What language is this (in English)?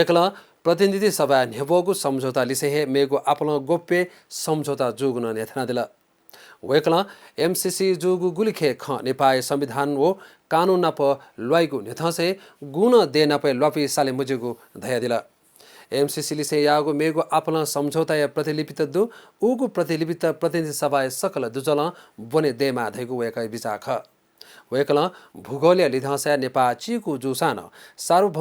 Newari